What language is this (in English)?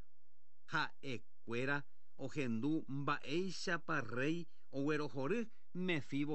Guarani